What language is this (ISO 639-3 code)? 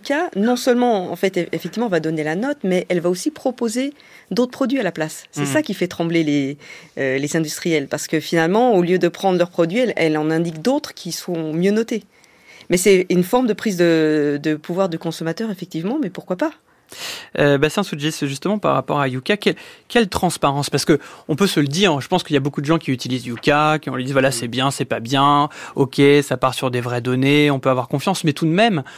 fra